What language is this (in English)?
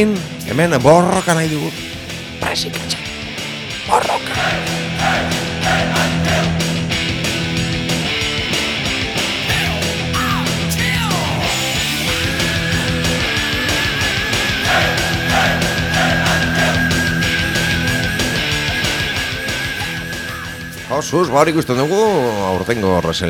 Basque